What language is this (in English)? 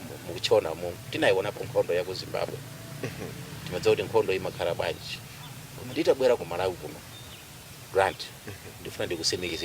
Nyanja